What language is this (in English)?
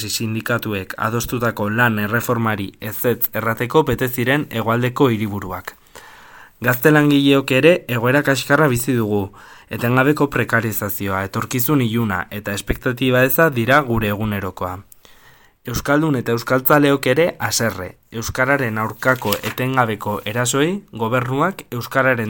Basque